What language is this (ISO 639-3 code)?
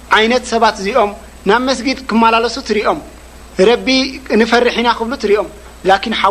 tir